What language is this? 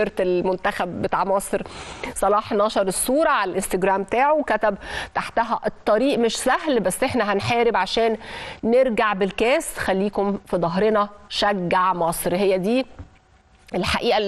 Egyptian Arabic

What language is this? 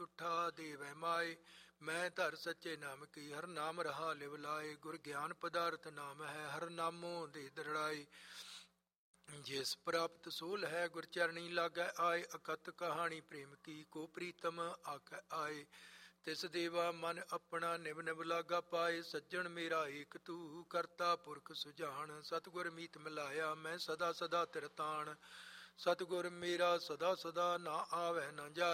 Punjabi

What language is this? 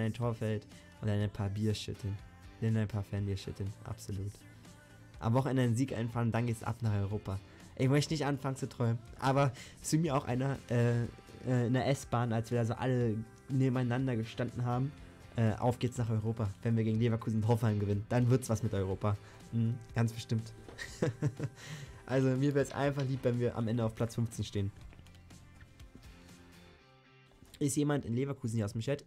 German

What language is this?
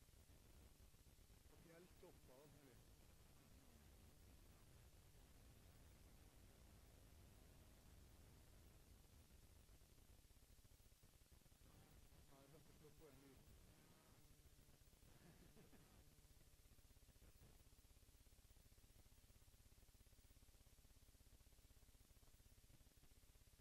Norwegian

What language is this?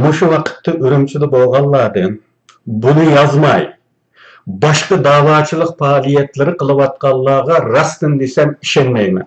Uyghur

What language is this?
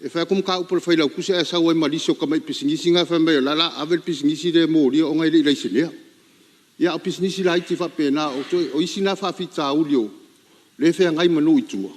Samoan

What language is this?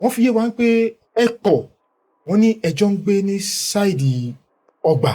Yoruba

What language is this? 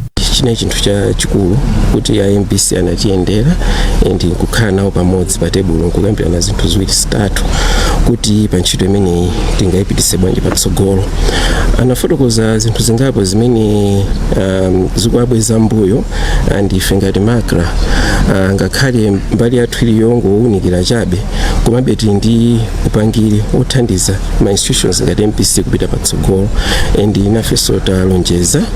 Nyanja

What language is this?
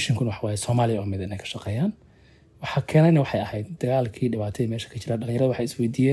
Somali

